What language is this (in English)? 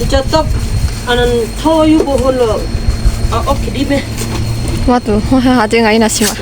Lahu Shi